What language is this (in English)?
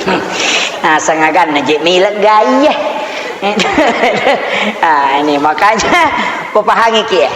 Buginese